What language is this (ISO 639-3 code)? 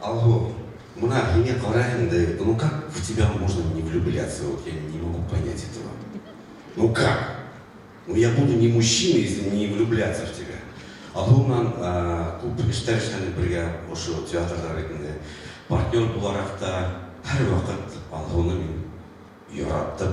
bak